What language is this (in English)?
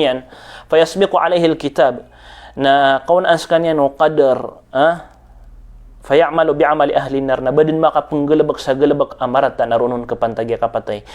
Maranao